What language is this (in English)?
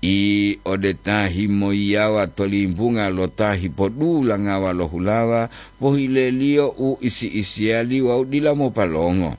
Gorontalo